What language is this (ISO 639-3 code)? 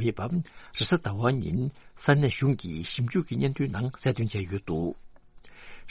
bod